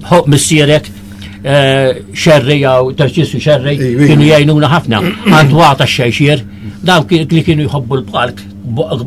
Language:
Maltese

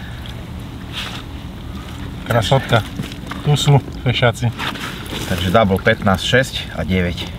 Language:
Slovak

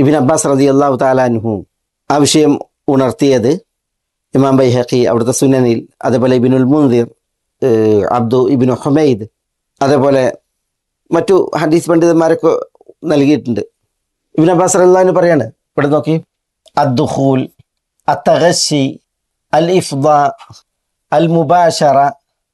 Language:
Malayalam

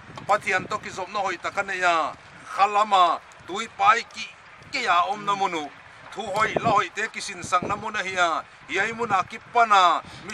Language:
Paite Chin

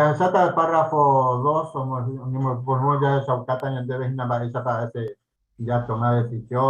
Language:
Guarani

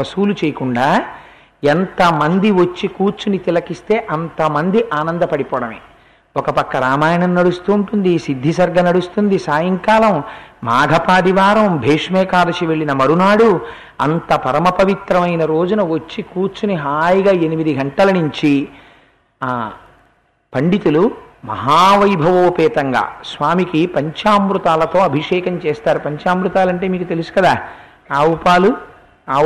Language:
Telugu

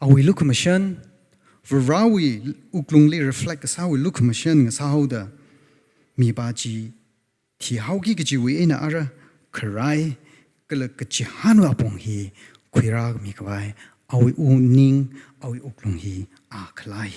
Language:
Tangkhul Naga (India)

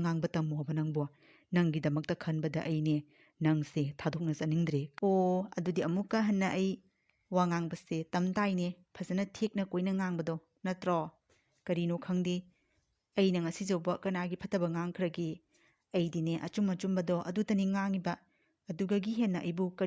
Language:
Manipuri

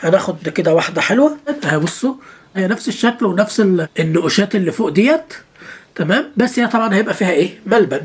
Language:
Egyptian Arabic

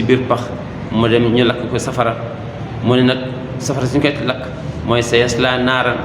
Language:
Wolof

